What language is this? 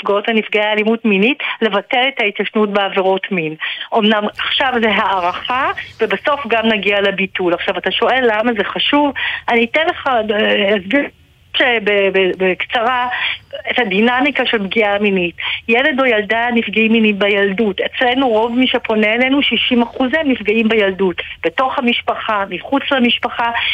Hebrew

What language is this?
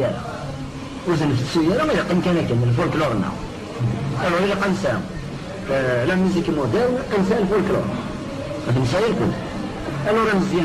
Kabyle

